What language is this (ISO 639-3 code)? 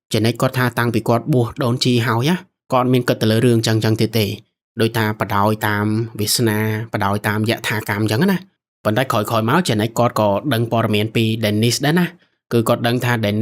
khm